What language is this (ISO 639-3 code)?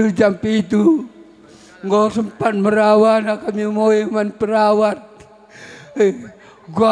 btx